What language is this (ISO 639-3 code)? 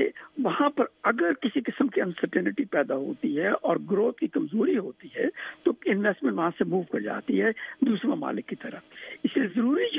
urd